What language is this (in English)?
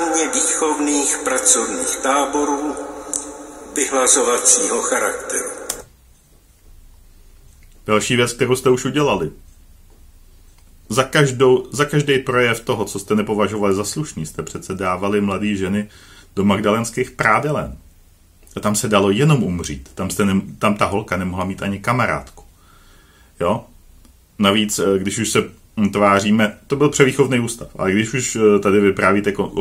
Czech